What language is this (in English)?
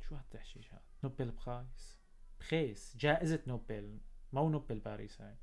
North Levantine Arabic